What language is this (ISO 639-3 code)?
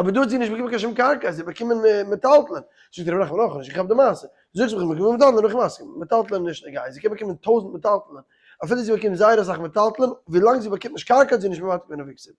yid